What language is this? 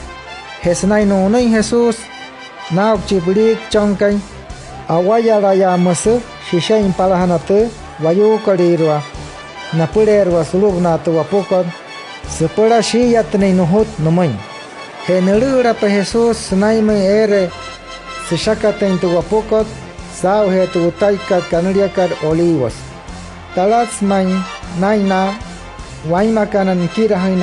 Wayuu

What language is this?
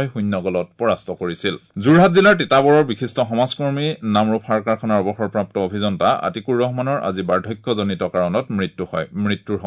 Assamese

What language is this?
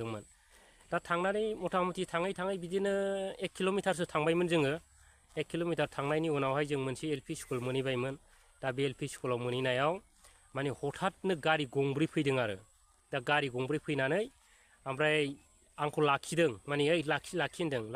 Bodo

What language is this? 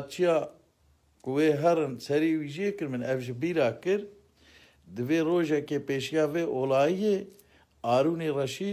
Kurdish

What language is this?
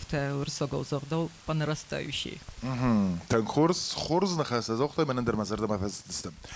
Ossetic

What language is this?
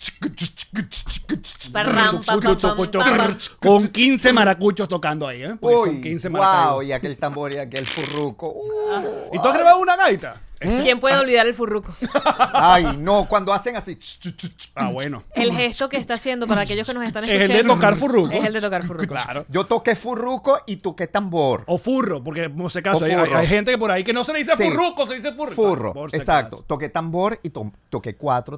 Spanish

